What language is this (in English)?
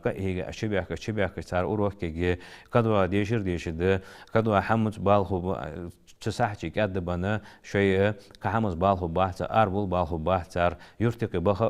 Ingush